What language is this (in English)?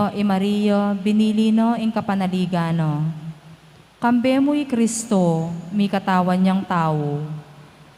Pampanga